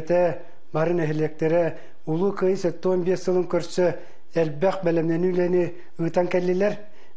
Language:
Yakut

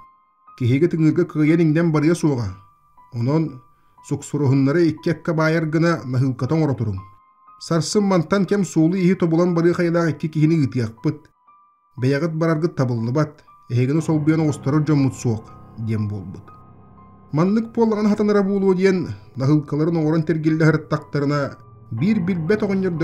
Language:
Yakut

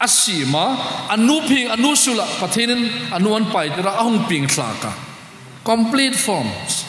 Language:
Hmar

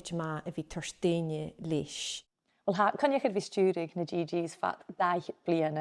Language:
Scottish Gaelic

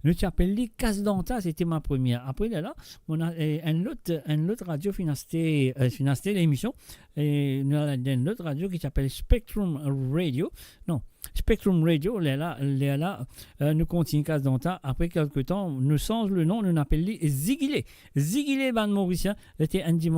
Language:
Morisyen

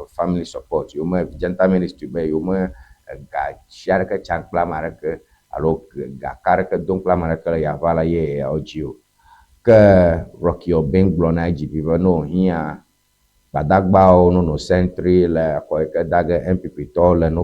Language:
Ewe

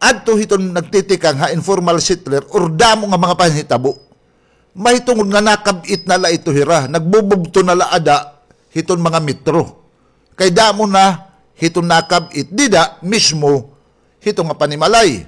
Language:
Waray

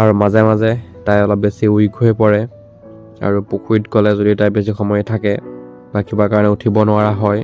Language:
Assamese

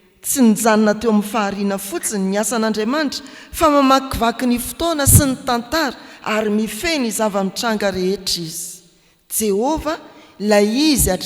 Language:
Malagasy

